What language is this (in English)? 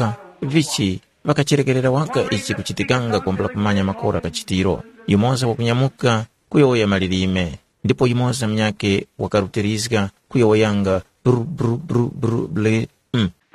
Tumbuka